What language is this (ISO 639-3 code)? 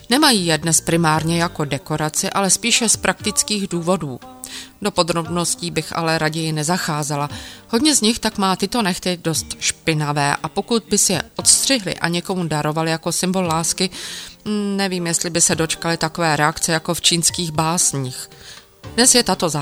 ces